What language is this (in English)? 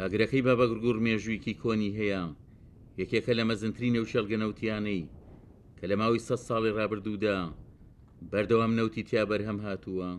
Central Kurdish